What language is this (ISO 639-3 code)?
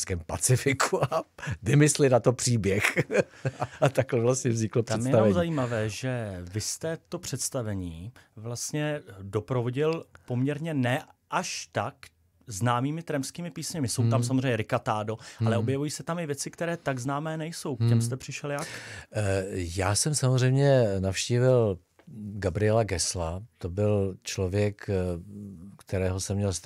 ces